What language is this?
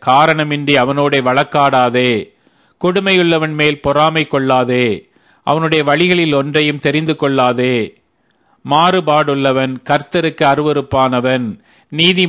Tamil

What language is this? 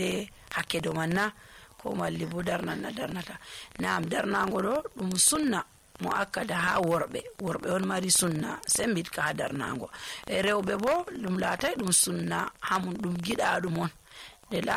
Nigerian Fulfulde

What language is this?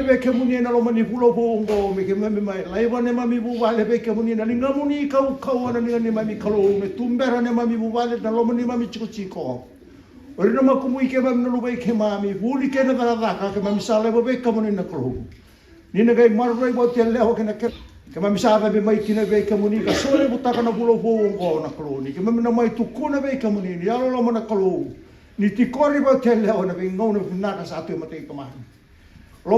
Fijian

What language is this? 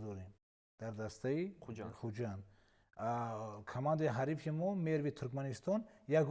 Tajik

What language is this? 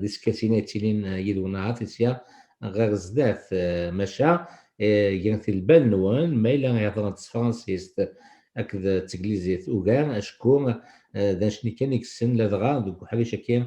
Kabyle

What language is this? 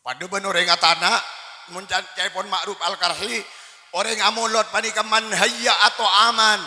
Madurese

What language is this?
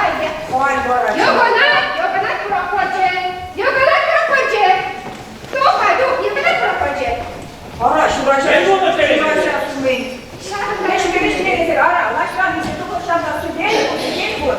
Chuvash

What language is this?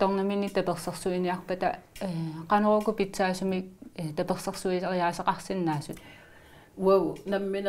Kalaallisut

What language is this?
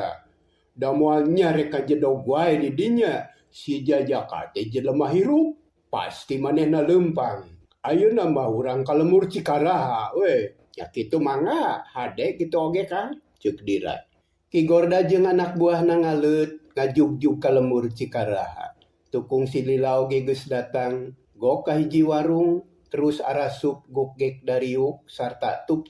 Sundanese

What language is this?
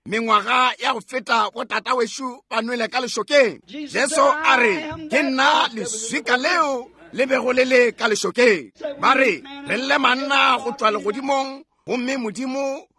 Northern Sotho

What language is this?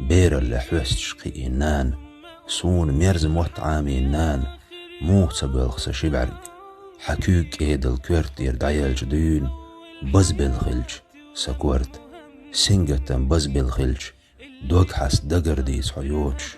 Chechen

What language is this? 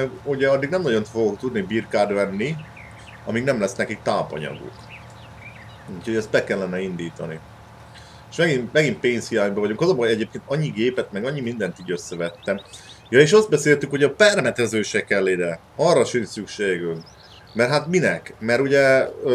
Hungarian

